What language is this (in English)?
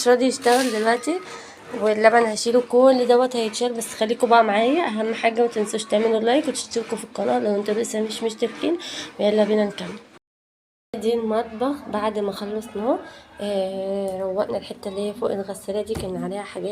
Egyptian Arabic